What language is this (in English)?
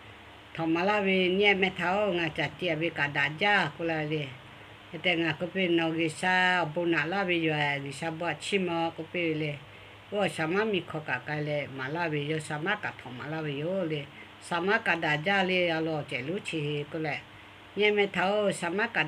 Lahu